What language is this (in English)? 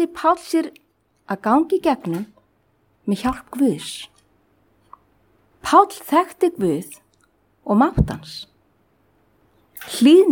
Icelandic